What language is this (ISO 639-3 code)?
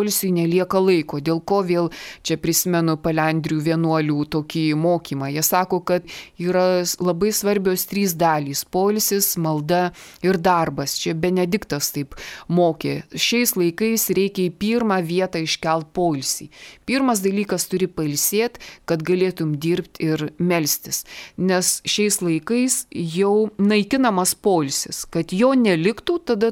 lit